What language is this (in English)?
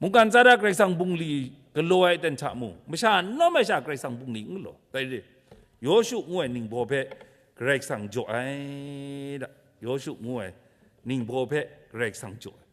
Kachin